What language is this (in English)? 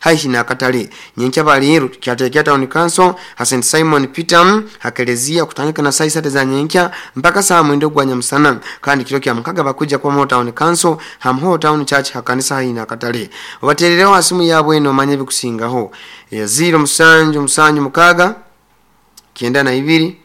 Nyoro